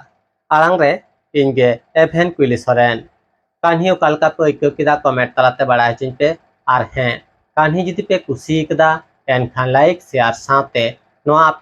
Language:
Santali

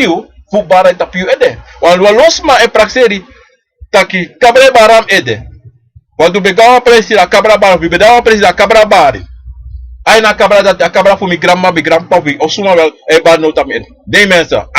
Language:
Sranan Tongo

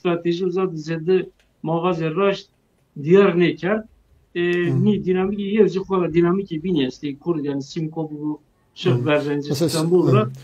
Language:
Zaza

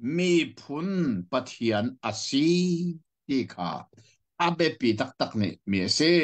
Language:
Hakha Chin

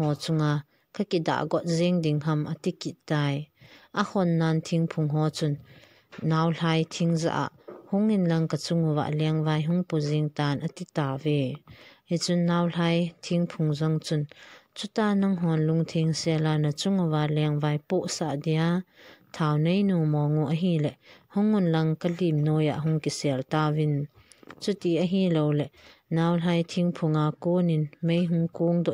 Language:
Thado Chin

